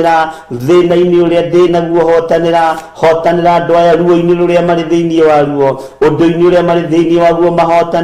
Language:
Kikuyu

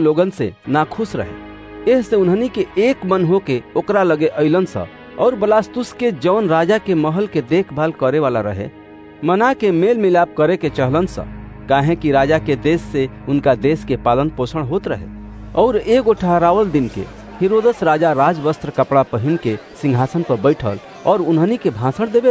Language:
Bhojpuri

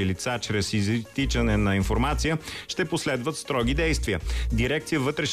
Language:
Bulgarian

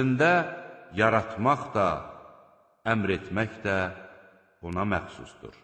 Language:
Azerbaijani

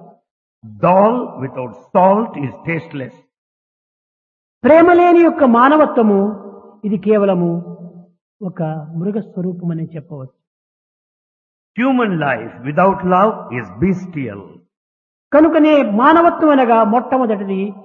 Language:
Telugu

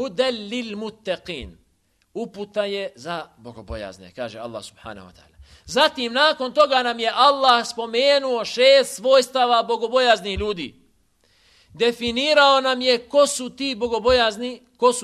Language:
Bosnian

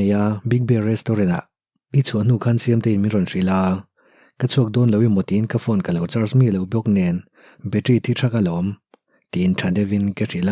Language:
Mizo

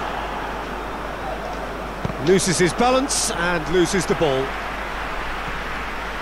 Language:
Dutch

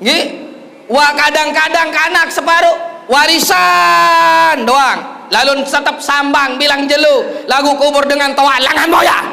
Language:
Sasak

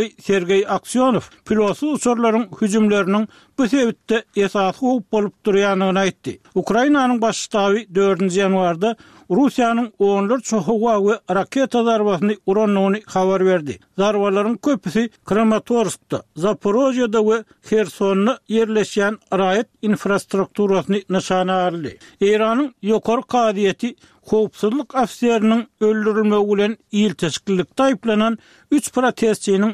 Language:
Turkmen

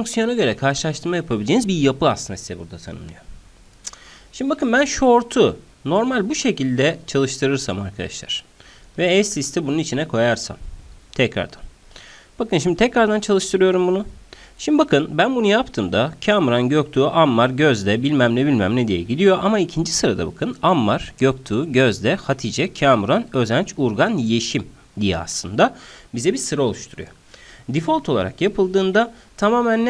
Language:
Turkish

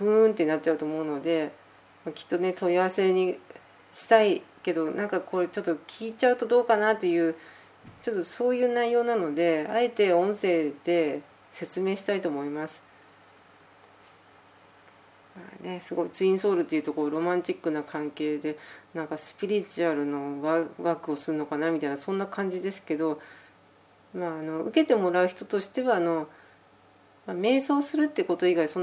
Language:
Japanese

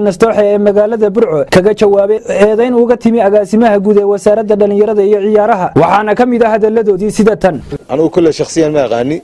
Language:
Somali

